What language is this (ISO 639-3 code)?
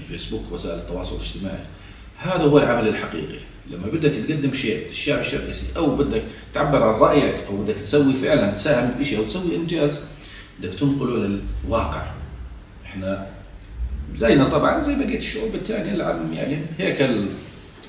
ajp